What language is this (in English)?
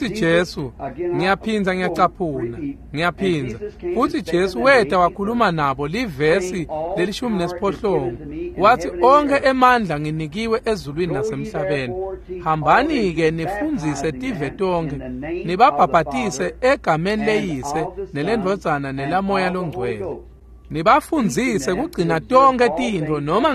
Swati